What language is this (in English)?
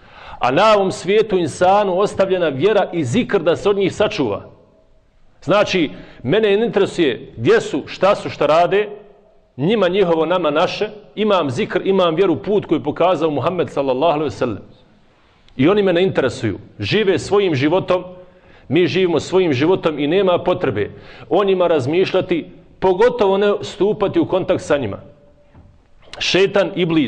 Bosnian